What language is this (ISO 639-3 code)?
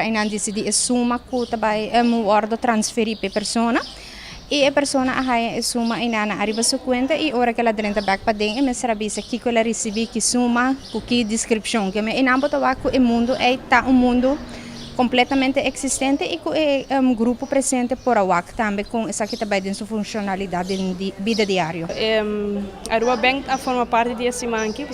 pap